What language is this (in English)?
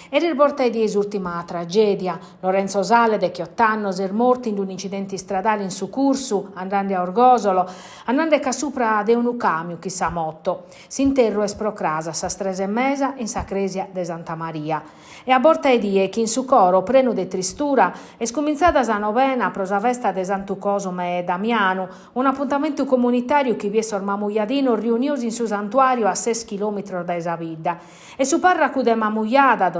Sardinian